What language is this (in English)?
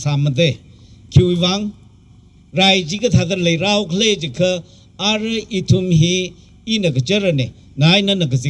Tangkhul Naga (India)